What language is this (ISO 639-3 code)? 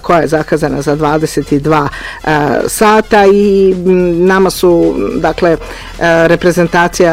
hrv